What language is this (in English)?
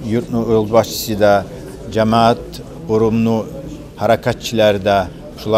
Kumyk